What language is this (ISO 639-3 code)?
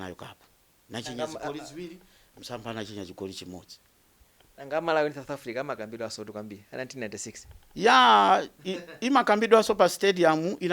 nya